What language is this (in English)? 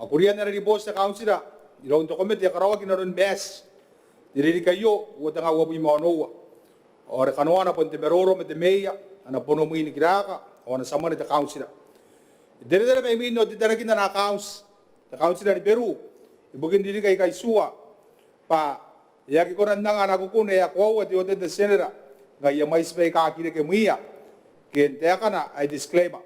Gilbertese